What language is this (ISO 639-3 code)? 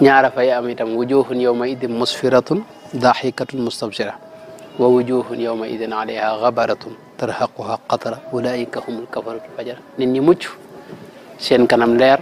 wol